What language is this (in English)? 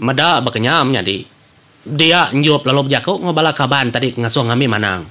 Iban